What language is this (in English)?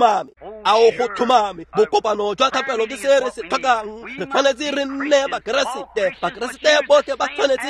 Tswana